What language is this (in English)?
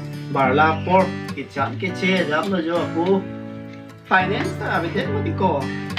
Karbi